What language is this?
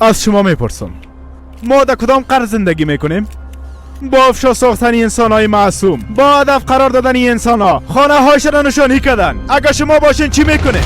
Persian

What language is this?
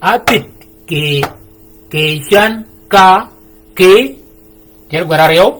Shilluk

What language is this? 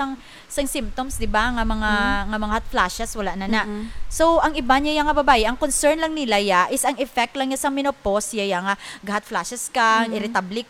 Hiligaynon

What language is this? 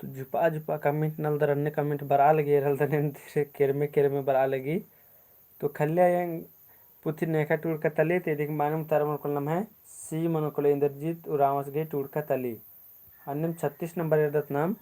Kurukh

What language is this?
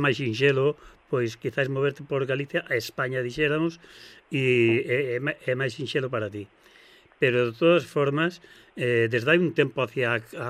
Galician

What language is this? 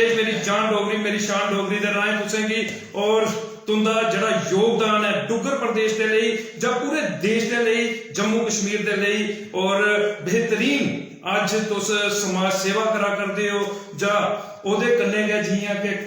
Dogri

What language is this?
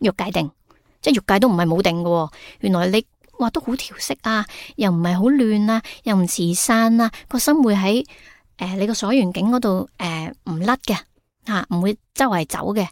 Cantonese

